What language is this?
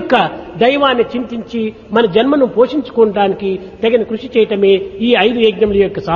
Telugu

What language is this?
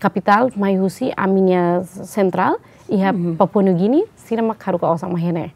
Tetum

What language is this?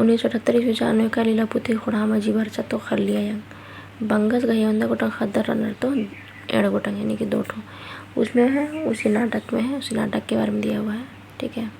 Kurukh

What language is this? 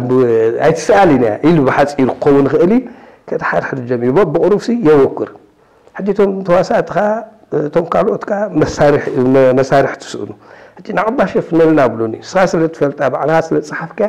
Tigrinya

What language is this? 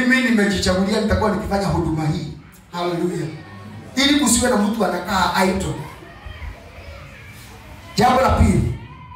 Swahili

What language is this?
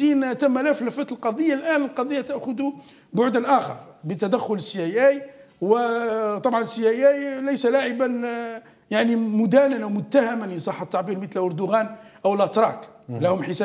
Arabic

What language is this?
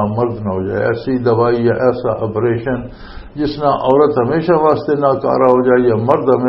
Western Panjabi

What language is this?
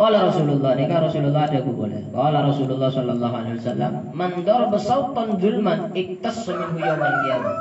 Madurese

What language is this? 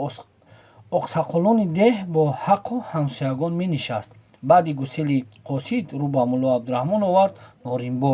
Tajik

